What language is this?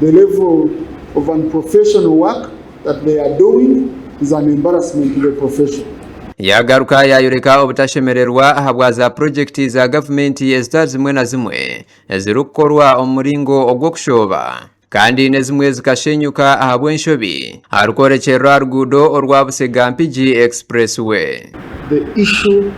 Nyankole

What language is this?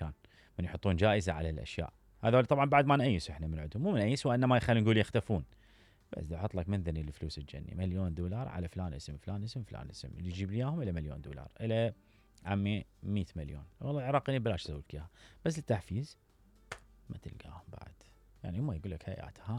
Mesopotamian Arabic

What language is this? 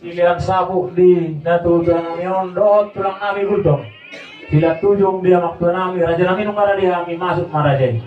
Batak Toba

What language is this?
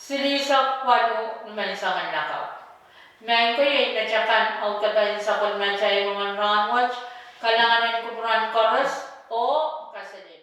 Pohnpeian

